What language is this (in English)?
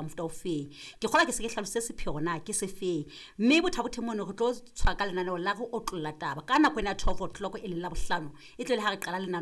Southern Sotho